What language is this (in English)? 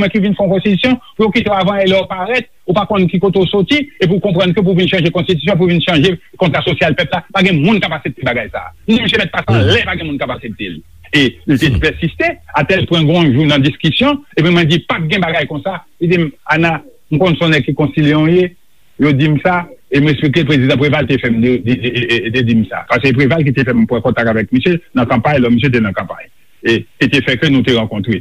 Haitian Creole